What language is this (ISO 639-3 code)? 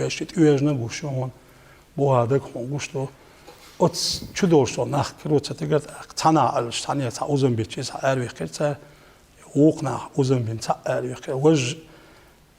che